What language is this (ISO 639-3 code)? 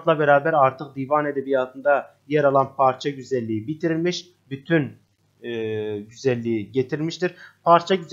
tur